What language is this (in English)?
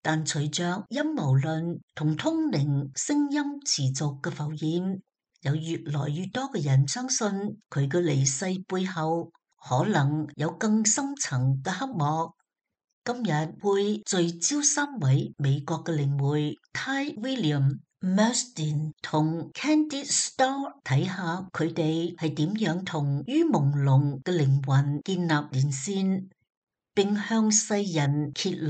Cantonese